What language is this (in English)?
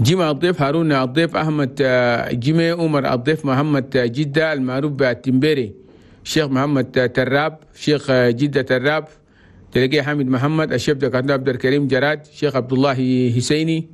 Chadian Arabic